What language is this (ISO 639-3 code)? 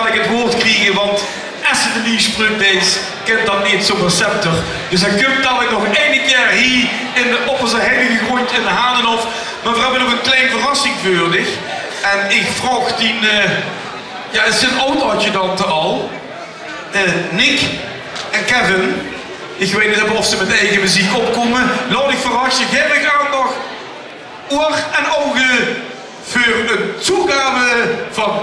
lim